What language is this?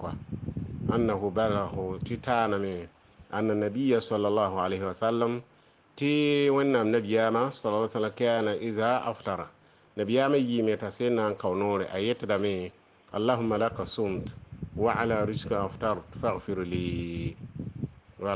Mossi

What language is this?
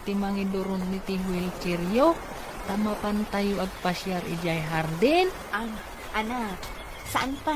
Iloko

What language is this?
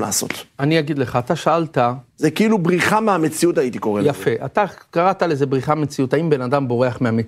Hebrew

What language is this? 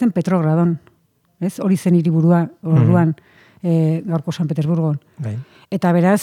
Basque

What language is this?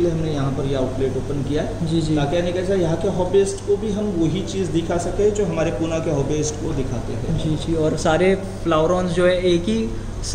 Hindi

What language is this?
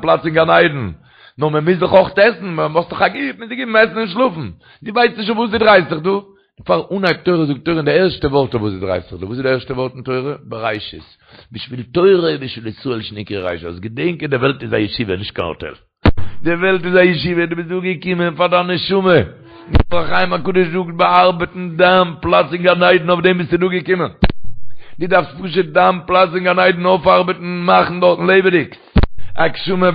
Yiddish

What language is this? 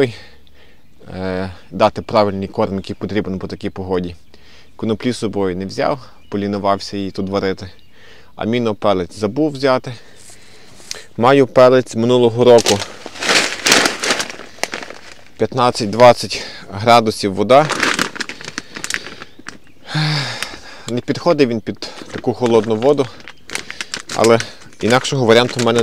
Ukrainian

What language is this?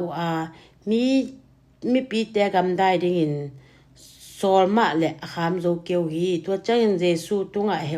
Tedim Chin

